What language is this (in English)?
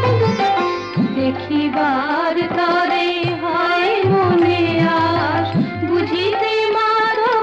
Bangla